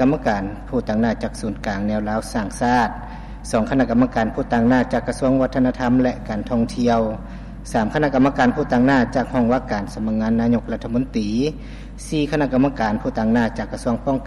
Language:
Lao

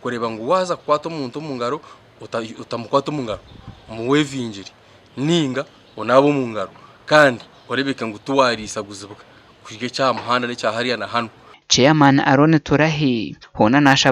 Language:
Nyankole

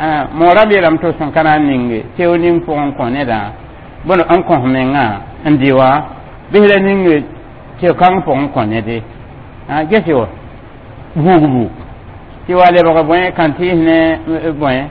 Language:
Mossi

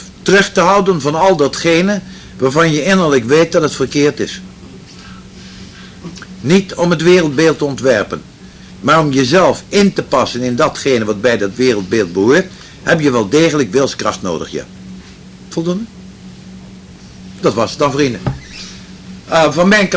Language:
Dutch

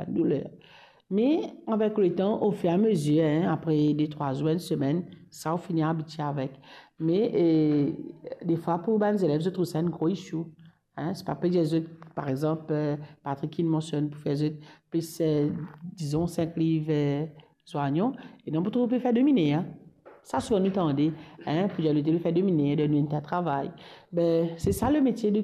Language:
Morisyen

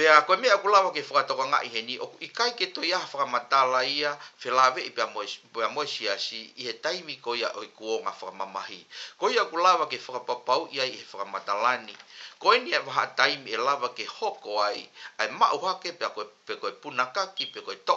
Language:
Tongan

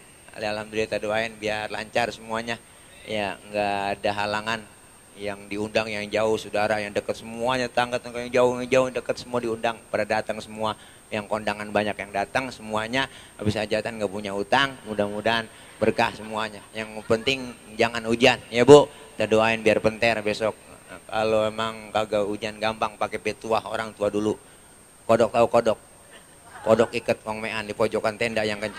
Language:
Betawi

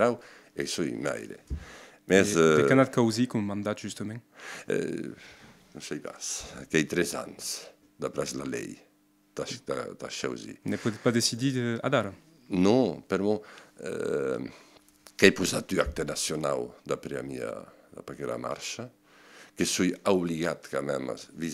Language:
Occitan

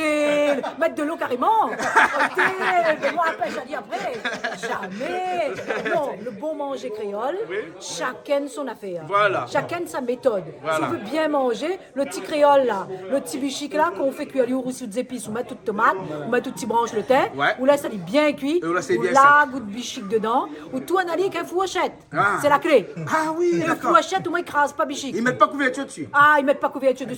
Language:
Réunion Creole French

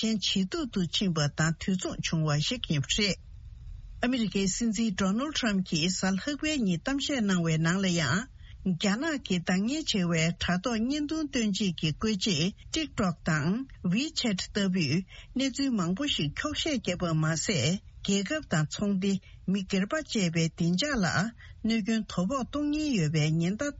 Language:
Tibetan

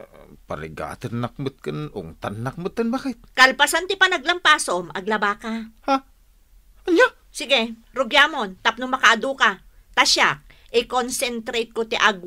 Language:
Iloko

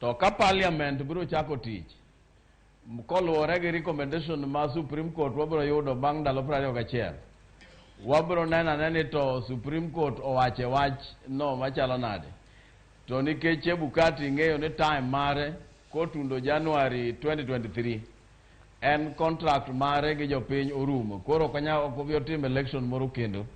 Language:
Luo (Kenya and Tanzania)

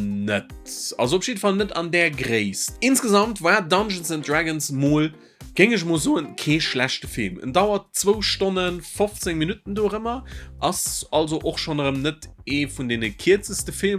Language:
Luxembourgish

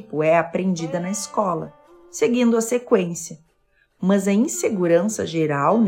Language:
Portuguese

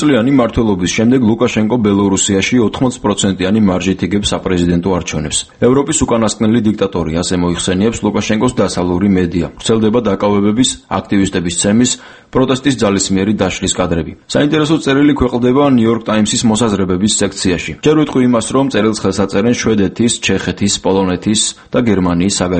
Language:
Georgian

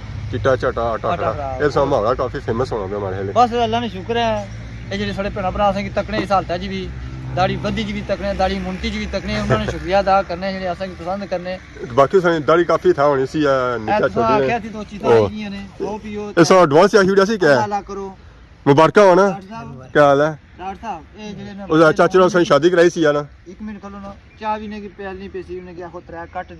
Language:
Pahari-Potwari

